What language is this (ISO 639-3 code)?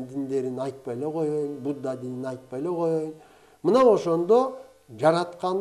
kir